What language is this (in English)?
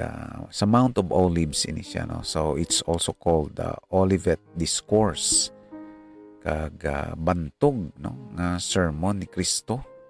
Hiligaynon